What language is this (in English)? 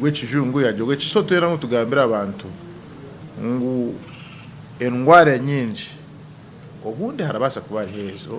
Nyankole